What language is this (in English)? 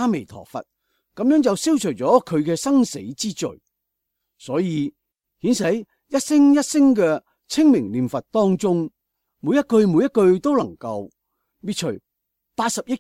Cantonese